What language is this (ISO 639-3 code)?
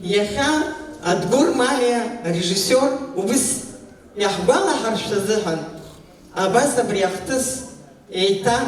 abk